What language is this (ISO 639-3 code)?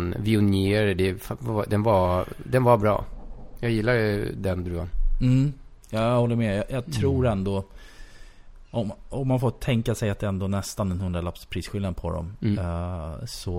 swe